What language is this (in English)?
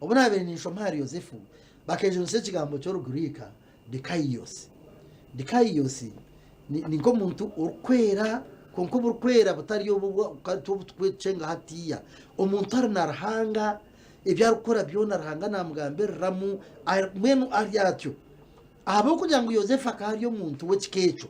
Nyankole